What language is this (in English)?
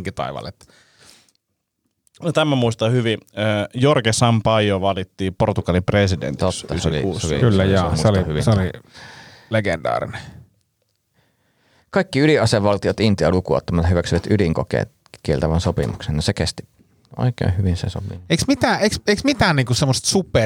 Finnish